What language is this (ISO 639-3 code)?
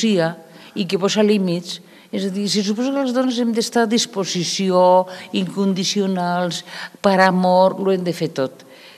cat